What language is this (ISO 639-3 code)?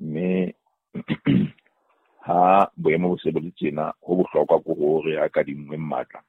sot